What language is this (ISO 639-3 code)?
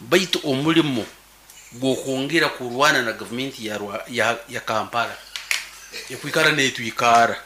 nyn